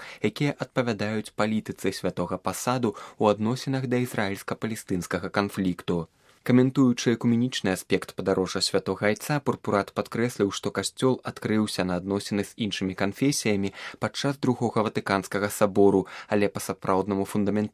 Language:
Belarusian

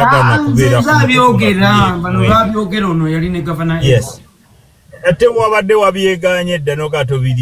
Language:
Ganda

